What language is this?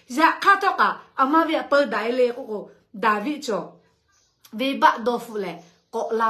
Lahu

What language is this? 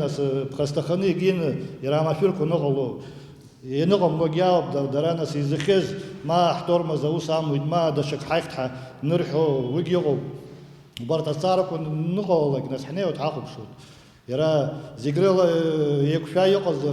Abkhazian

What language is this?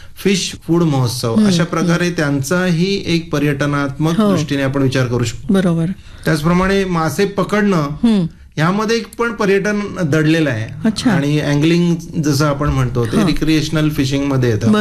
Marathi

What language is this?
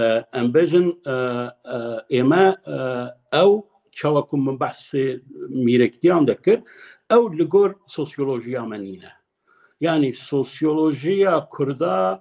Kurdish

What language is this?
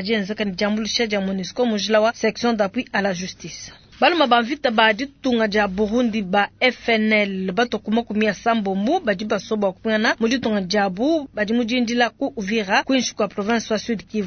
Luba-Lulua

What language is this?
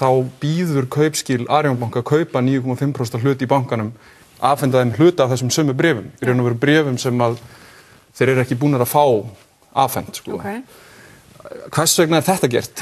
Icelandic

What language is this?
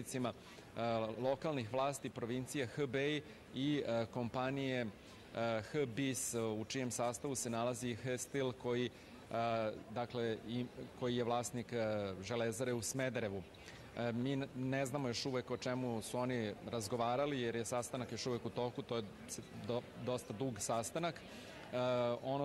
Serbian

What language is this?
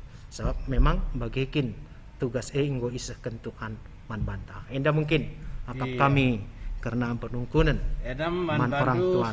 Batak Karo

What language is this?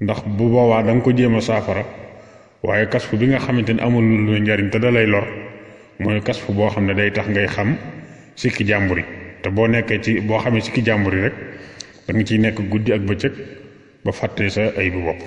Wolof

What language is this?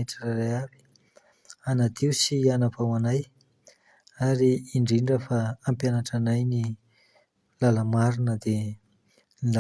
Malagasy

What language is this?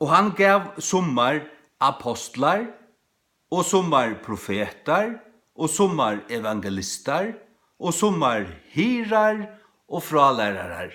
Faroese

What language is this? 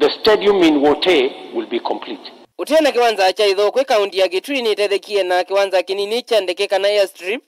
Kamba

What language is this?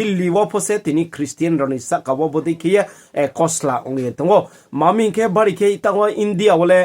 Riang (India)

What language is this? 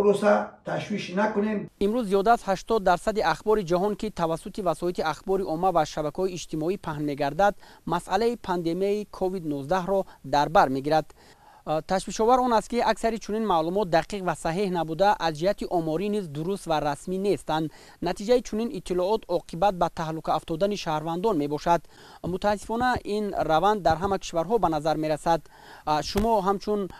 Tajik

